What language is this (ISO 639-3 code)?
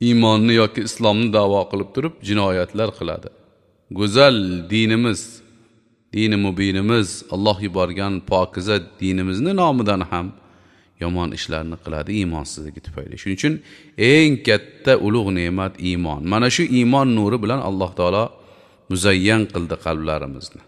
uzb